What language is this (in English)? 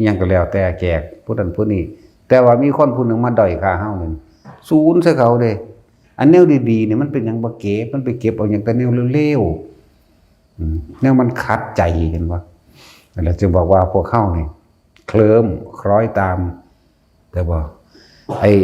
Northeastern Thai